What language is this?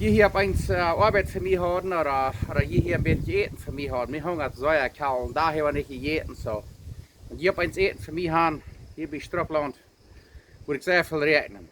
Plautdietsch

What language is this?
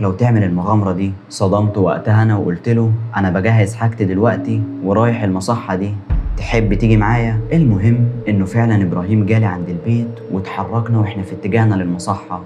Egyptian Arabic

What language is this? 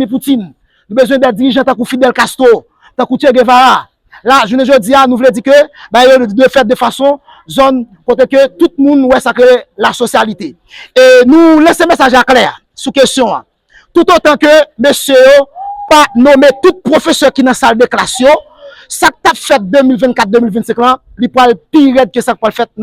Haitian Creole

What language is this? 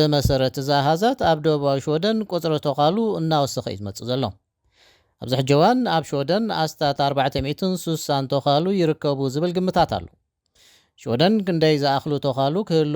Tigrinya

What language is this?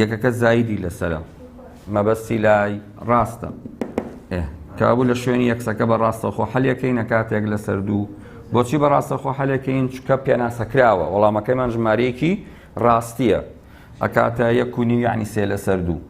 Central Kurdish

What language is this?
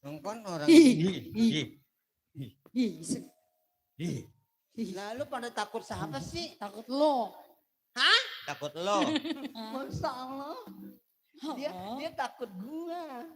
Betawi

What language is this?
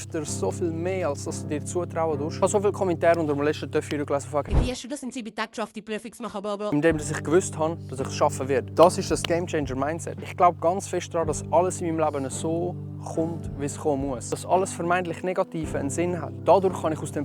Swiss German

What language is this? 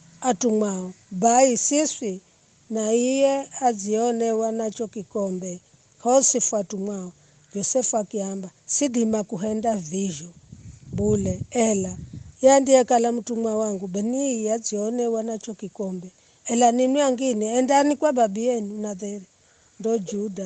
Giryama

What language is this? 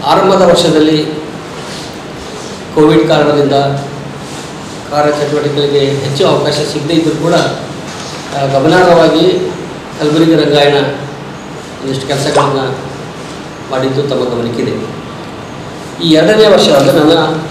Kannada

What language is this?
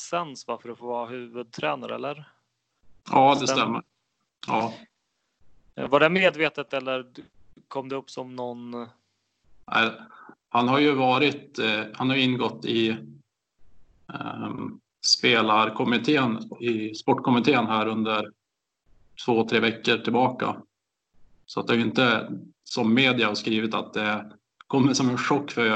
Swedish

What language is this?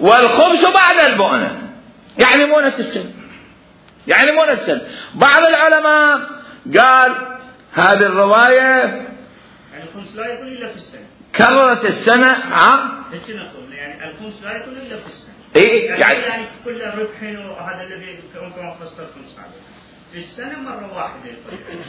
Mesopotamian Arabic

